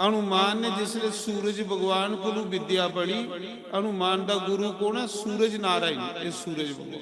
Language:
Dogri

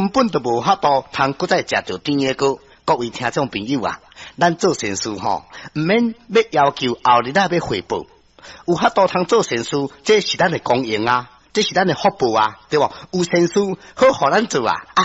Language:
Min Nan Chinese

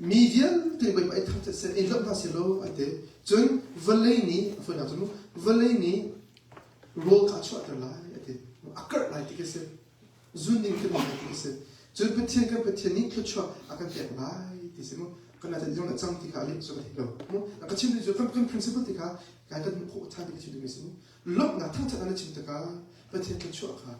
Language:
Hakha Chin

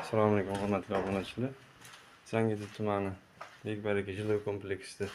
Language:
Uzbek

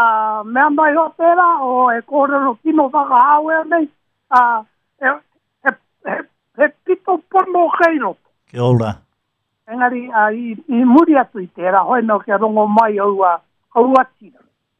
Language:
Māori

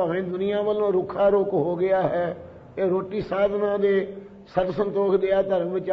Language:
Punjabi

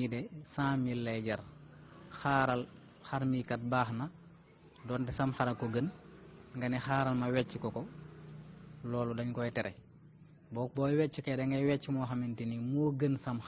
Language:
Wolof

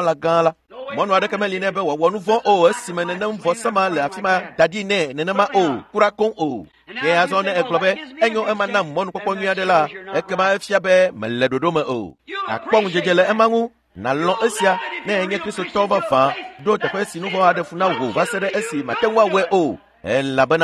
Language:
Ewe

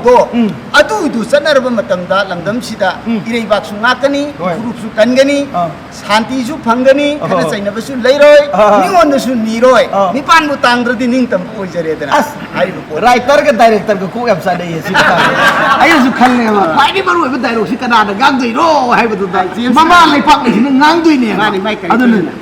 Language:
Manipuri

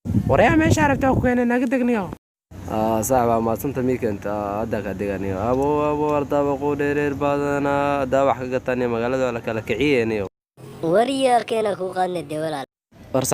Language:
Somali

